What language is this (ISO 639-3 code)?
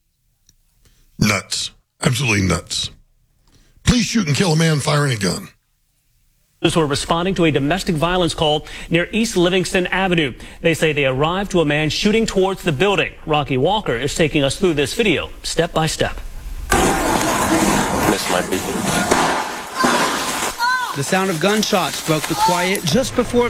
eng